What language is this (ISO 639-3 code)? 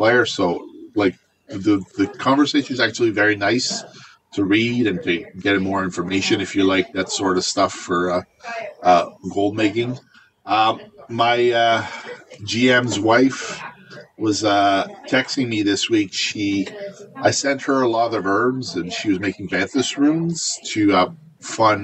eng